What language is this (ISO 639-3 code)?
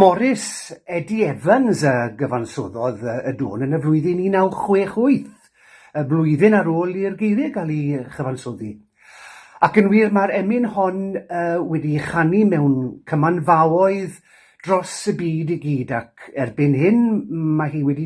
cym